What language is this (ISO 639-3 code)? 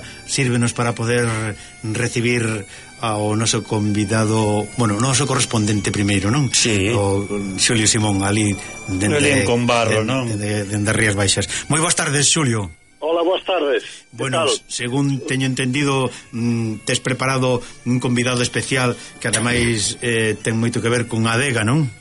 glg